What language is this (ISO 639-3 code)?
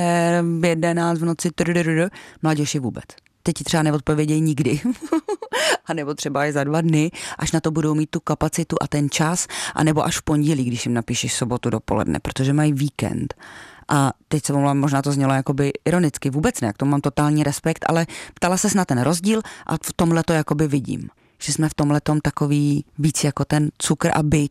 ces